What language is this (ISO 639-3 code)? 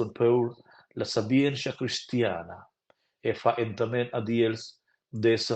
roh